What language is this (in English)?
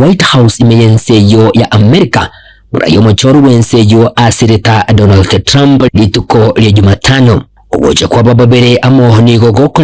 Gusii